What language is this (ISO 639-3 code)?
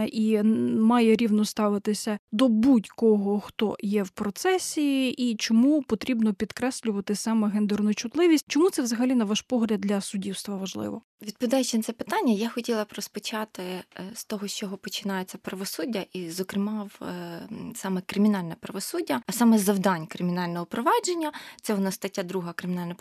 ukr